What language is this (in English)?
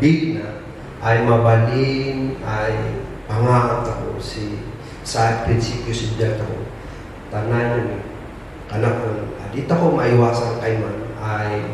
Kankanaey